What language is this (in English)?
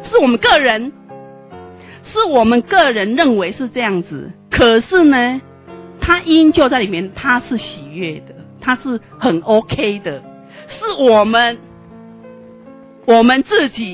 Chinese